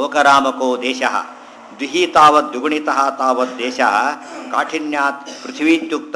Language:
Kannada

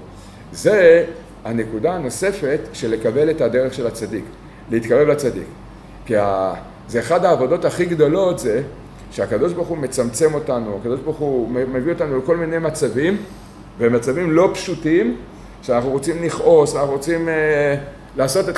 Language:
Hebrew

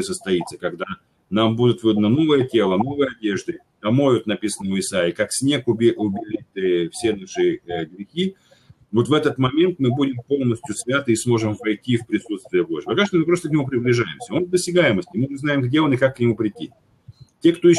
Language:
Russian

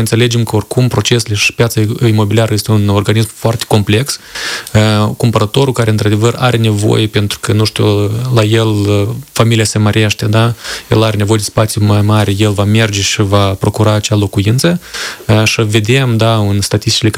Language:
Romanian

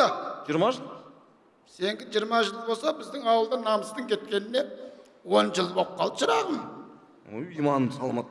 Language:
Kazakh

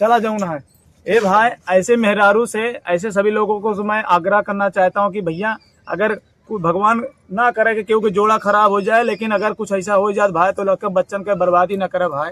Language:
Awadhi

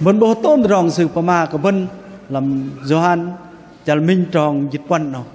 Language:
Bahnar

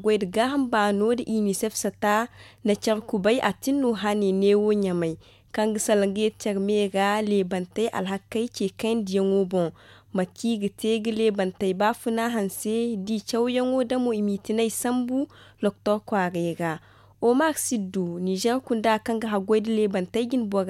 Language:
Zarma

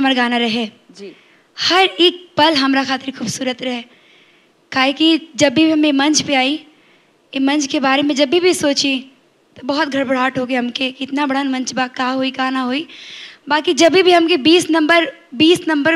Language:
Bhojpuri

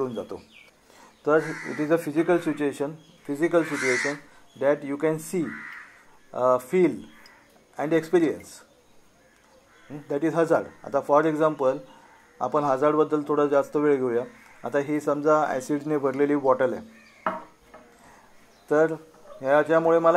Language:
Marathi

